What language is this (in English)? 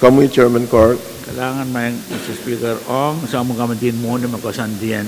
Pohnpeian